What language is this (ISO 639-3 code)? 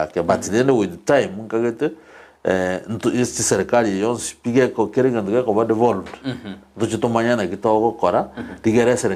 guz